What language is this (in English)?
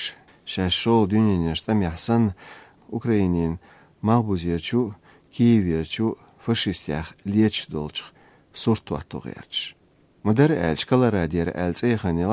Chechen